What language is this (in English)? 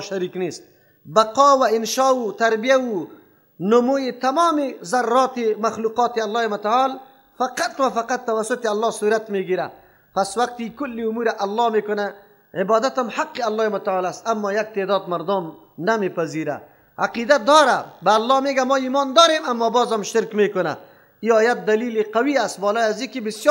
Persian